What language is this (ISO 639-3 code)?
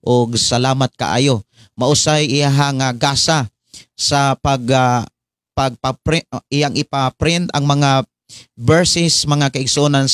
ceb